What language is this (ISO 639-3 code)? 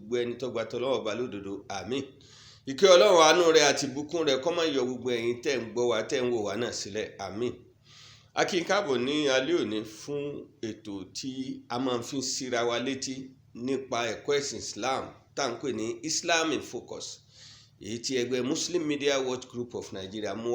yor